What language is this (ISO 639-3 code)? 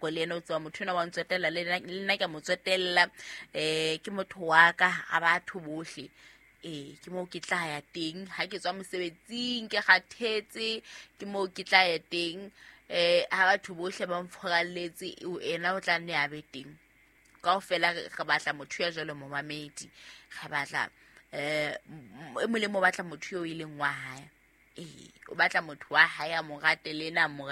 sot